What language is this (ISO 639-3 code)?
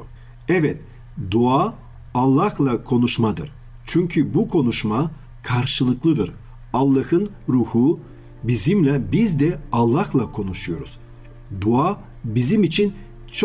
tur